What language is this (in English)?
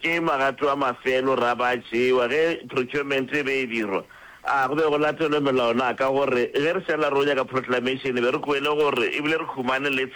Northern Sotho